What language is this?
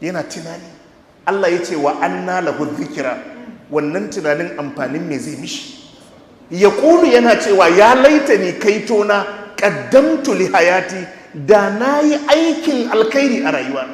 Hausa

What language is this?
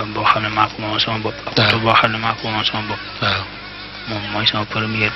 Wolof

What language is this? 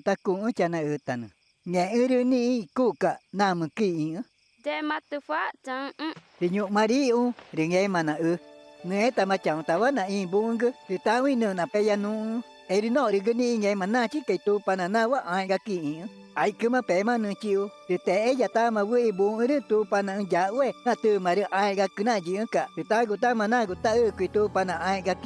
Ticuna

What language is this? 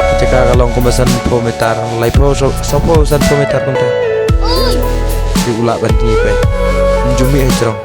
Khasi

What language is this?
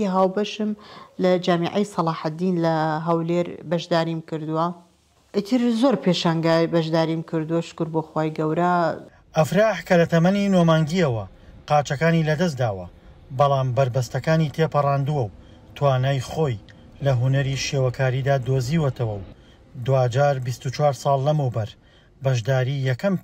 Central Kurdish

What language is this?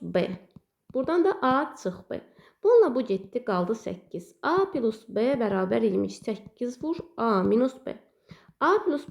Azerbaijani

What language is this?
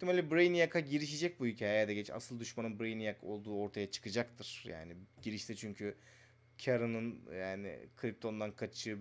Turkish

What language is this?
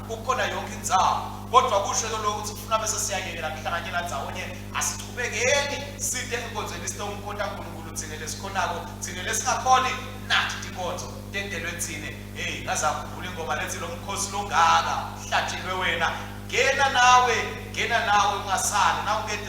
Swati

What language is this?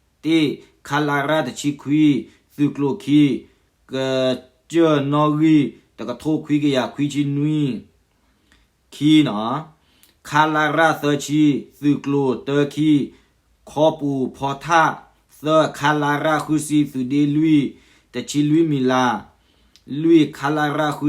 S'gaw Karen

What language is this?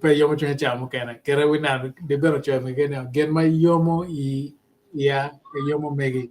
Acoli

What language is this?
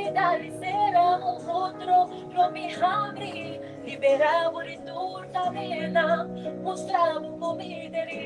Papiamento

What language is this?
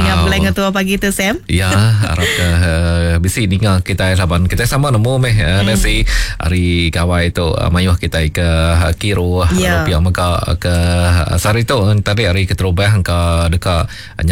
Iban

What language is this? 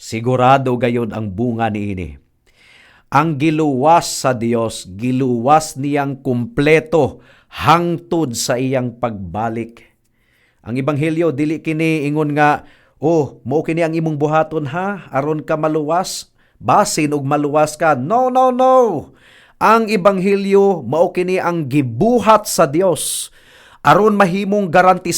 Cebuano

